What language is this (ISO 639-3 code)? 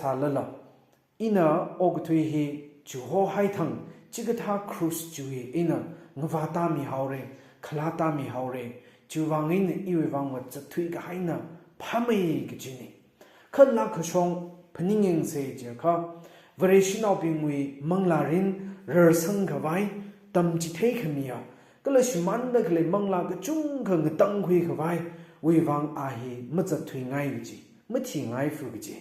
nmf